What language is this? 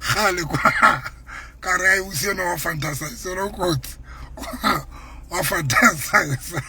Southern Sotho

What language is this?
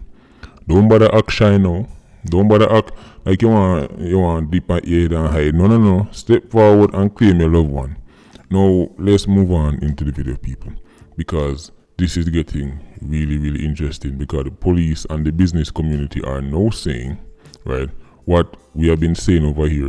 Jamaican Creole English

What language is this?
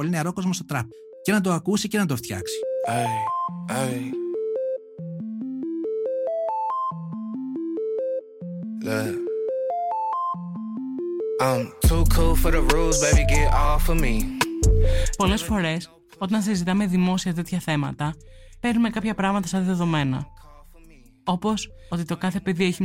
Greek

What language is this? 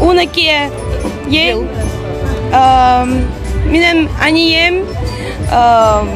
Tatar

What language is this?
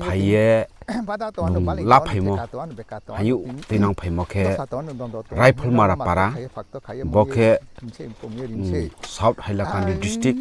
Riang (India)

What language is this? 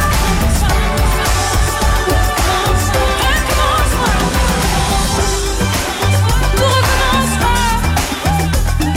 French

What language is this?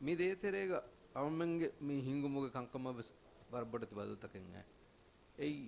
Divehi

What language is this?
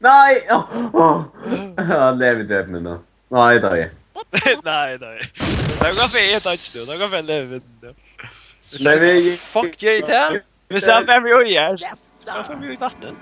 Faroese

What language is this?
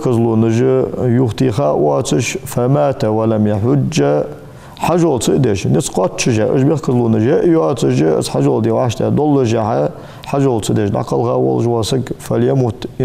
Ingush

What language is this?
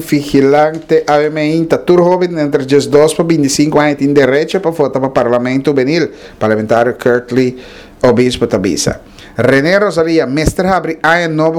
Papiamento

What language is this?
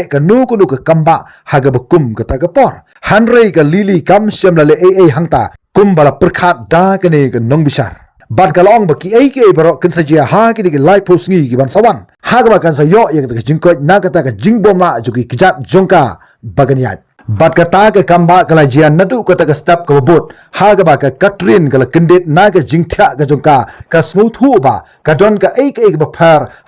Khasi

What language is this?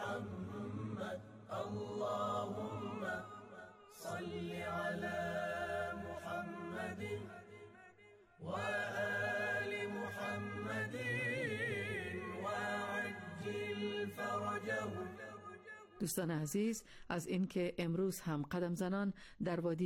Persian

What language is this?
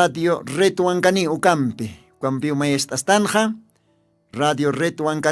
Aymara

